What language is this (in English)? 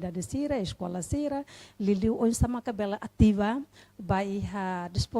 Tetum